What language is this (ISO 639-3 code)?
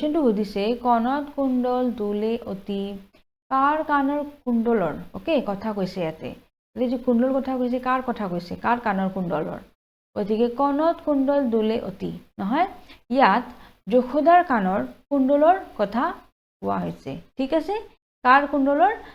asm